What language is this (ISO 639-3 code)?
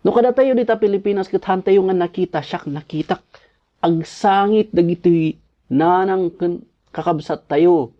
ilo